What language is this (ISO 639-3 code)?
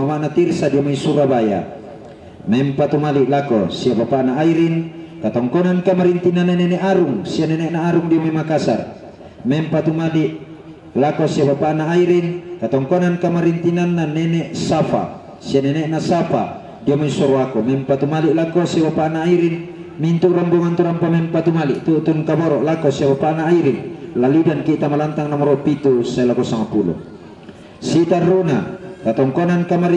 sda